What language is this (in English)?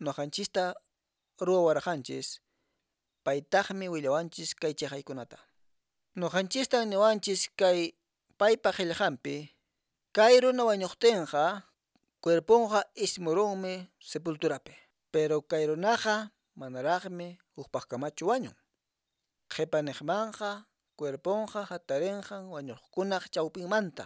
Quechua